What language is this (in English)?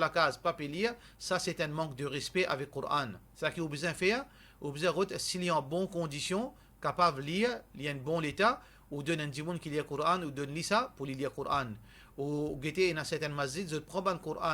Morisyen